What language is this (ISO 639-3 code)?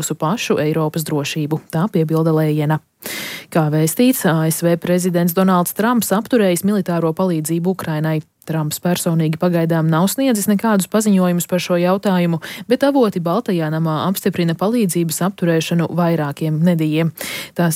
lav